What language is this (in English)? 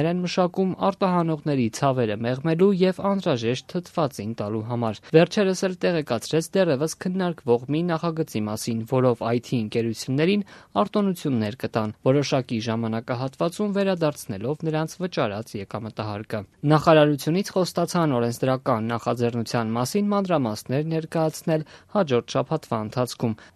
Armenian